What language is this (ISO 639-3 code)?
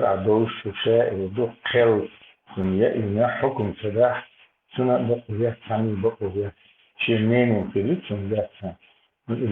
che